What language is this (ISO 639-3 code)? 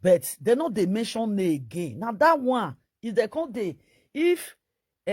pcm